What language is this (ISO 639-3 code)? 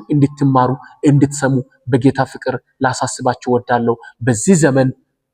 amh